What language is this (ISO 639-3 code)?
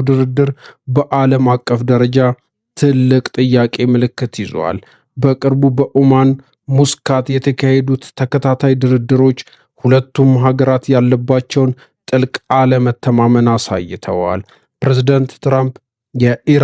amh